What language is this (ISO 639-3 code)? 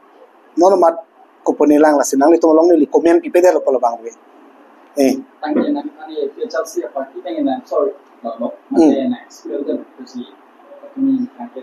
mjw